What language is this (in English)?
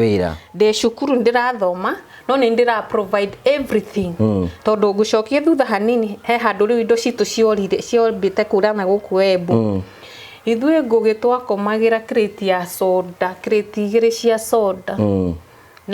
Kikuyu